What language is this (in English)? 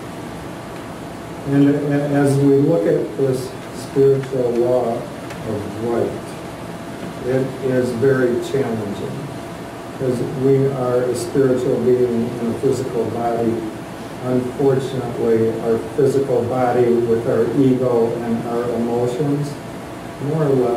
English